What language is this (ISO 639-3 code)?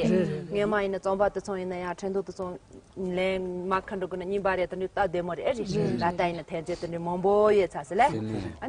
bod